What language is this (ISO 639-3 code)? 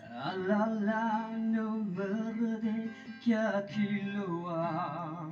yim